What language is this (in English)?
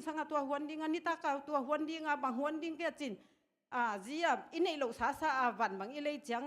Tedim Chin